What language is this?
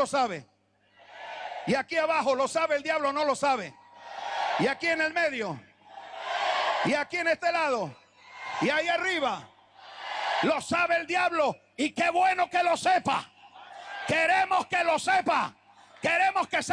Spanish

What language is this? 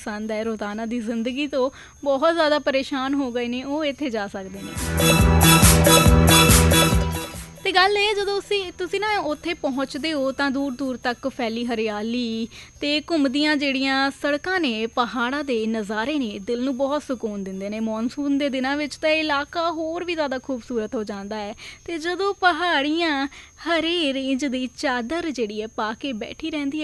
Punjabi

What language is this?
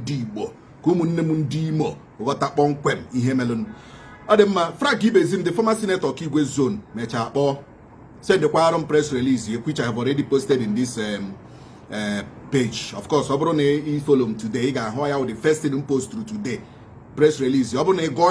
Igbo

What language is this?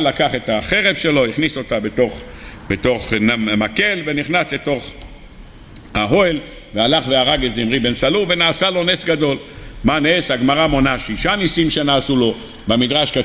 Hebrew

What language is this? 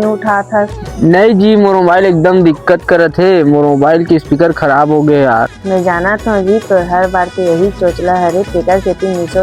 Chhattisgarhi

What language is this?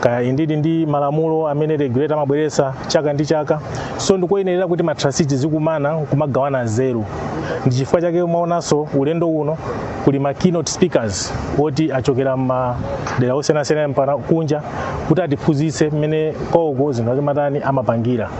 Nyanja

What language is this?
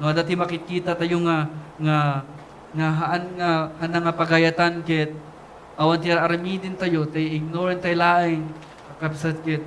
Iloko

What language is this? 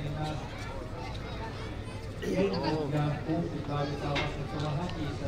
Finnish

